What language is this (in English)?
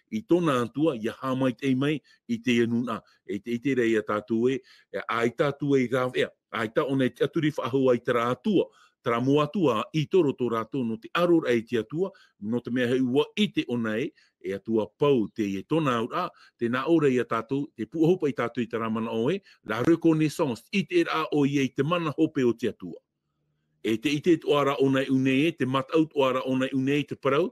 Tahitian